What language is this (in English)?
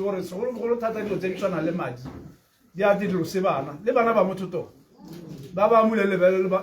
Tswana